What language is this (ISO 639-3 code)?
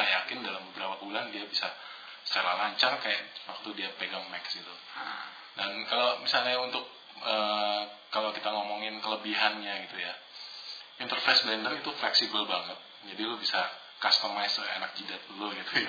ind